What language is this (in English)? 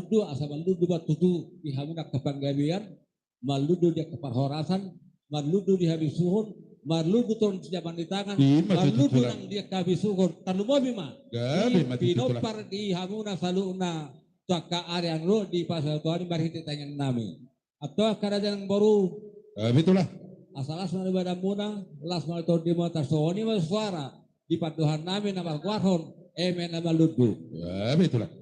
Batak Toba